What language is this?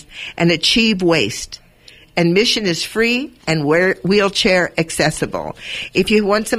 English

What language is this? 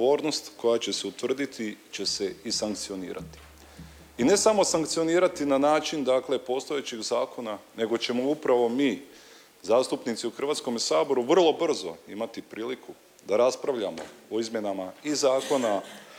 Croatian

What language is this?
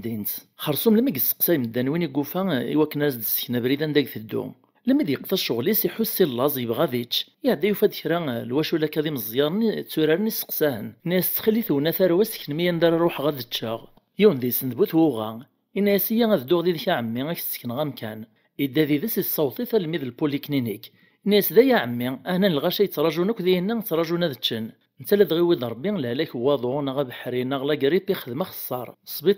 Kabyle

